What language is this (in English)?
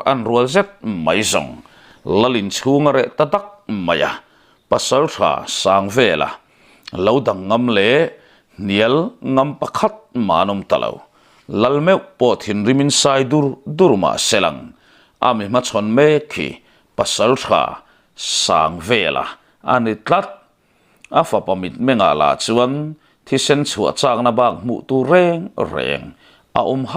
Mizo